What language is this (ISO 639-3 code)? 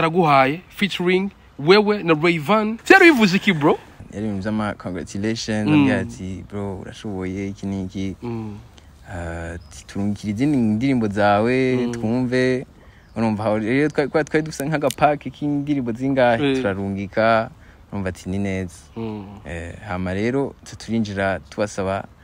run